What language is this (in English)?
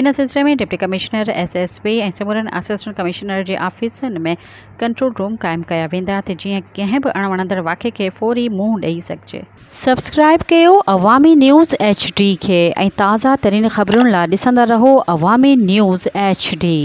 Sindhi